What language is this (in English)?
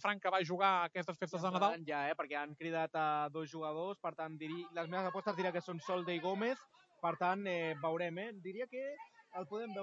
Catalan